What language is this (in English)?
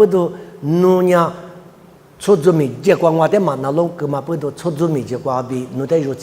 Lisu